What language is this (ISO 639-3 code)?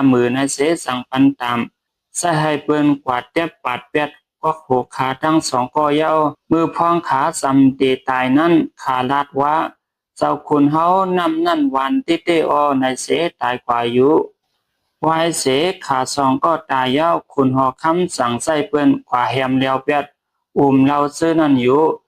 shn